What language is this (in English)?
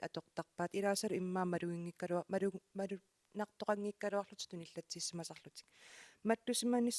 Kalaallisut